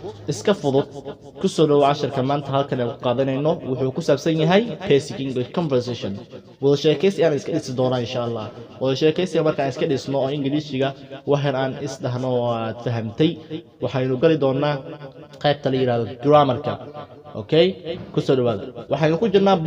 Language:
Somali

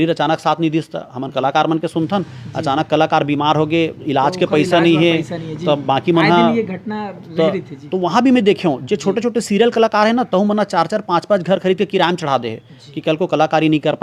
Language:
Chhattisgarhi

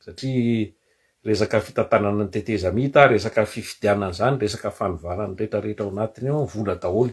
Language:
Malagasy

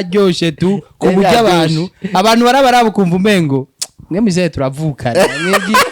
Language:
Rundi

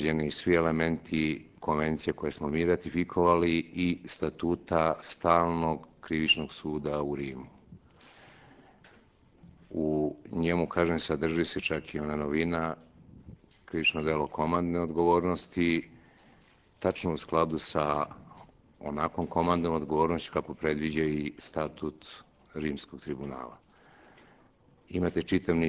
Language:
Serbian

